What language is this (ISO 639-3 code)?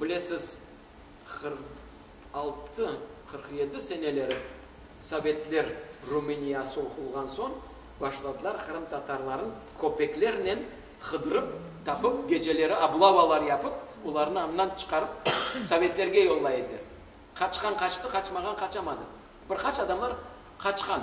crh